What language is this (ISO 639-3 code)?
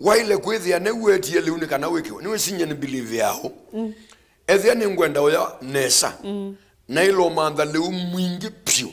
kam